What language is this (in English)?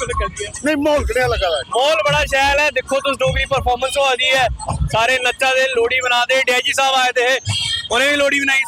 Dogri